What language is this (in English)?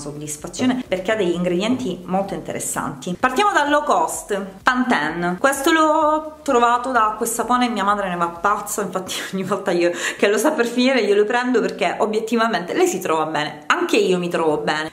Italian